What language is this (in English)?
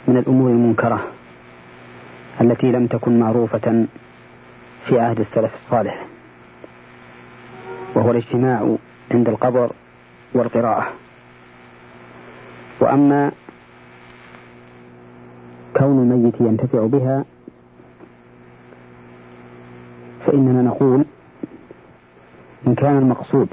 Arabic